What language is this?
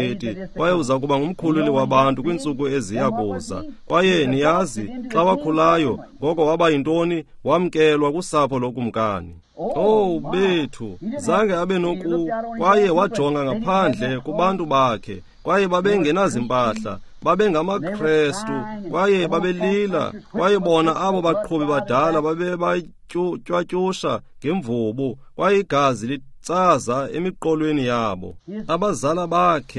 Xhosa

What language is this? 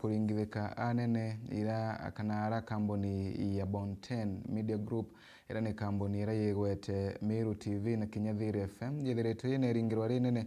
Meru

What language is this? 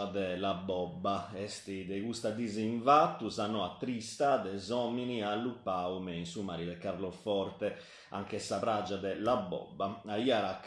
Sardinian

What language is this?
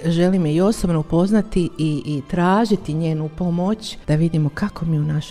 Croatian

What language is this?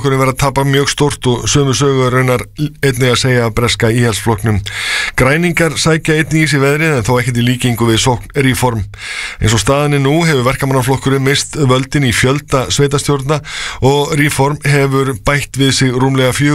Icelandic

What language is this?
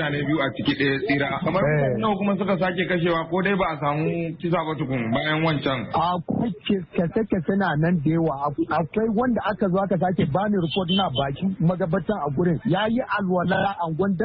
Hausa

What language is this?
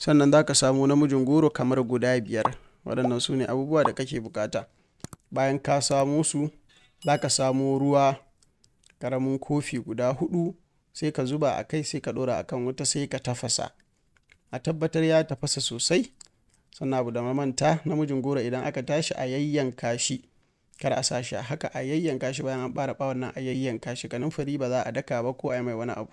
Hausa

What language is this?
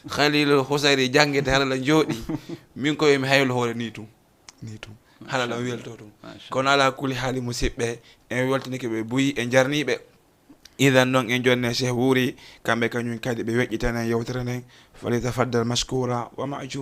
Fula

